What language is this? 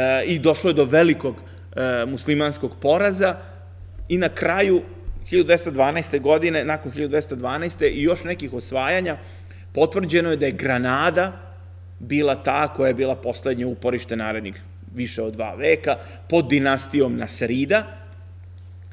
Serbian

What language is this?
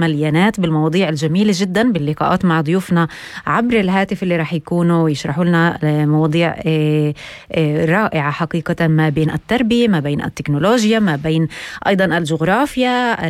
North Levantine Arabic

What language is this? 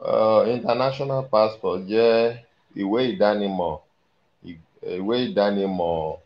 Yoruba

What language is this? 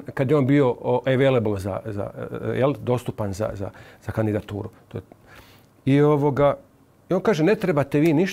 Croatian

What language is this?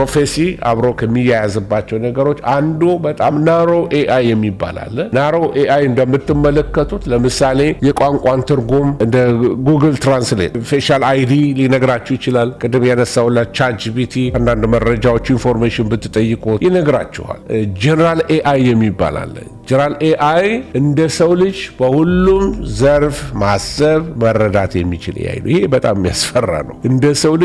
Amharic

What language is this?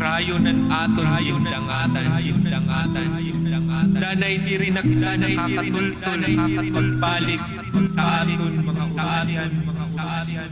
Waray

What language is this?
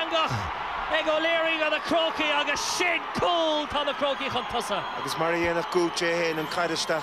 Irish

